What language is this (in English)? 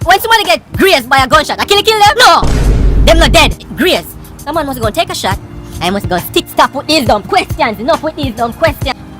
Jamaican Creole English